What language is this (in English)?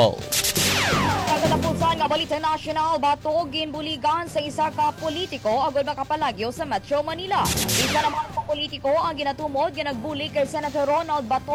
Hiligaynon